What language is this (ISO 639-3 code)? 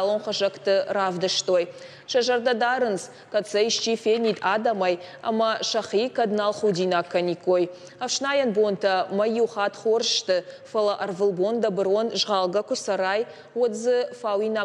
oss